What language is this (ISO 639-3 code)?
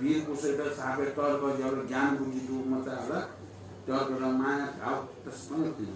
new